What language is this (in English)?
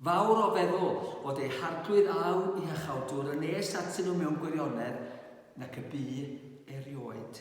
Welsh